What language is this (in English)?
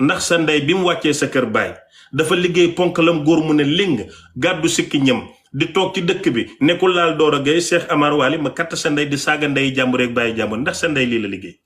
Wolof